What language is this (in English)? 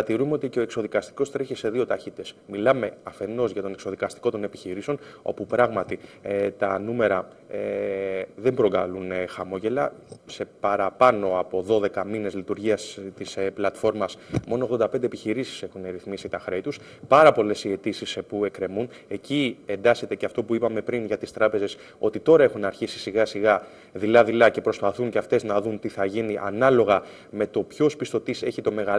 Greek